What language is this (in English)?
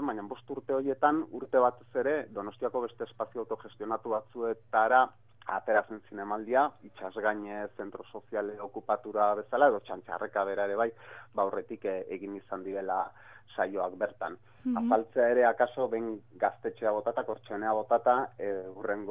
Basque